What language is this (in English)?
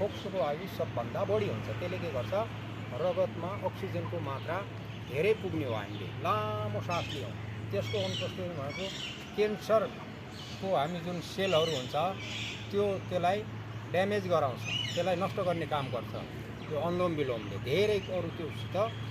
Nepali